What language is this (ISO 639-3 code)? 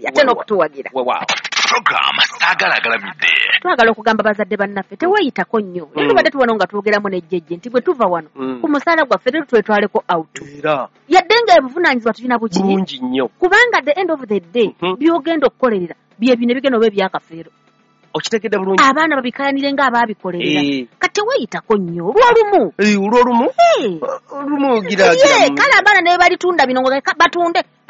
lug